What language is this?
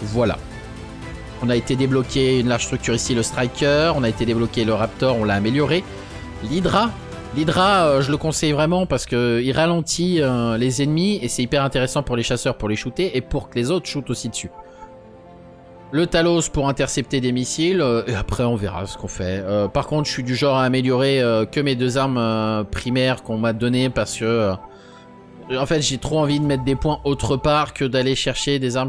French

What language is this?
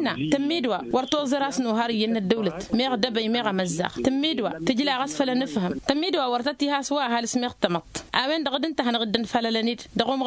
Tamasheq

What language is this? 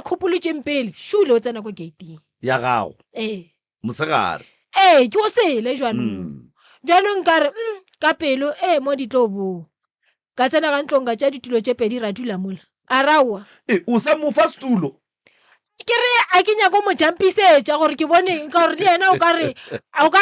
Northern Sotho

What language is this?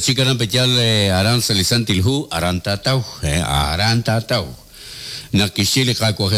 Kekchí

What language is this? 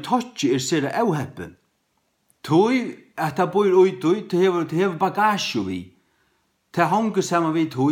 Faroese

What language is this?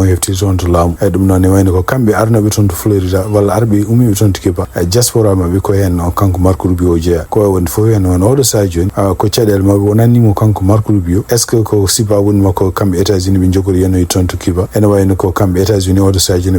Fula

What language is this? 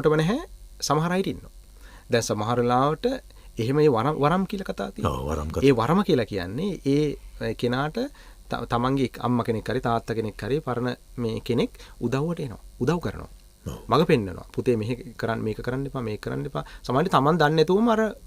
Sinhala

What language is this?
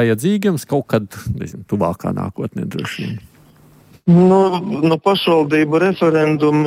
Latvian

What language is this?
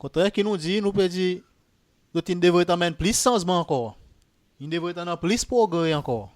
Seselwa Creole French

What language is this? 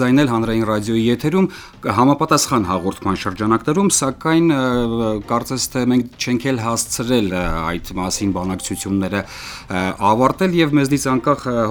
Armenian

